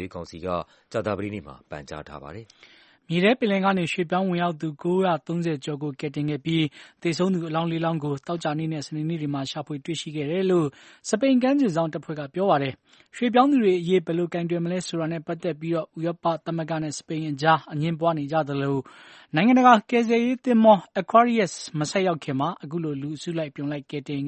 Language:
Burmese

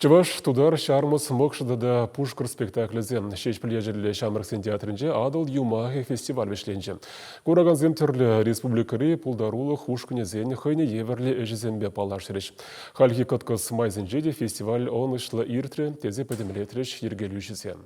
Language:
Chuvash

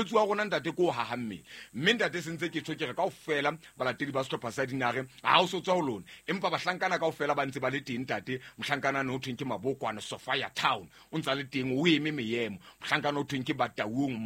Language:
Southern Sotho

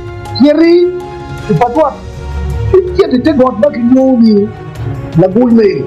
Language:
Acoli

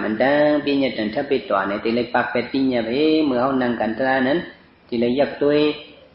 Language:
Shan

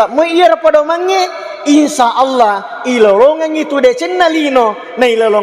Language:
Buginese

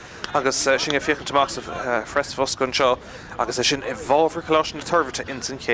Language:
Irish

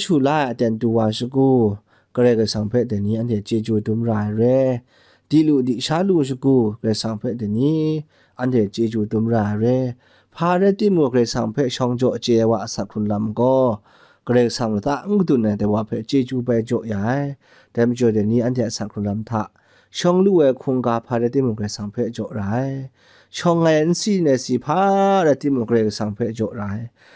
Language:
Kachin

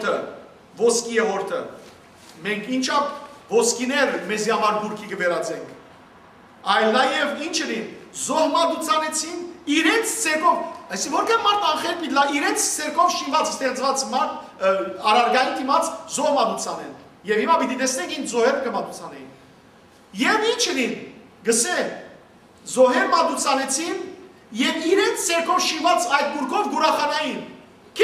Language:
Western Armenian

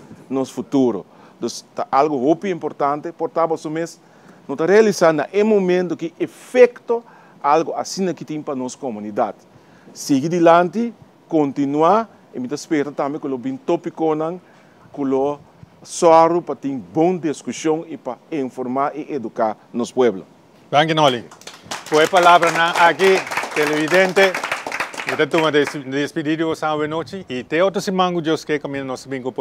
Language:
Papiamento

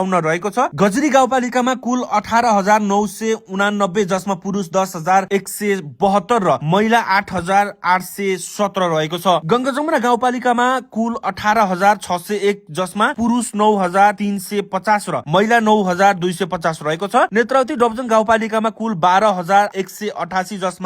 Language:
Nepali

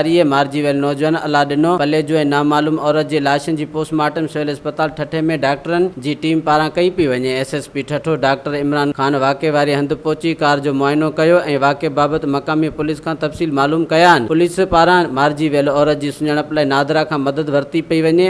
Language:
Sindhi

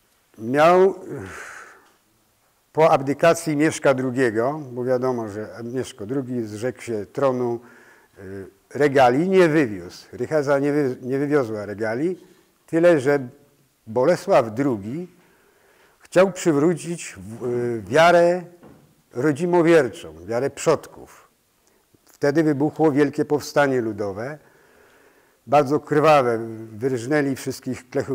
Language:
Polish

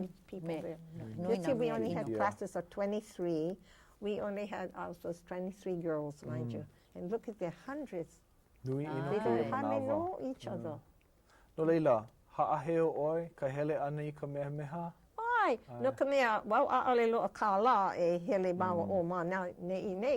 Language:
Hawaiian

